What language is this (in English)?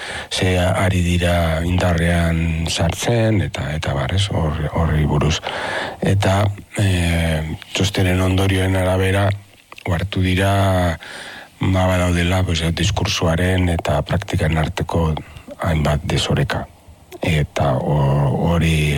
Basque